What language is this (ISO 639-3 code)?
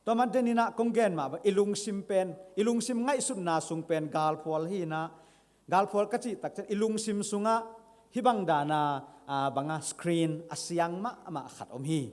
ctd